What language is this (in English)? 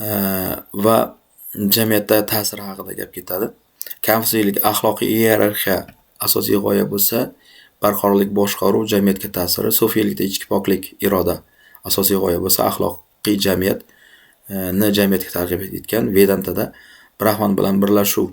Uzbek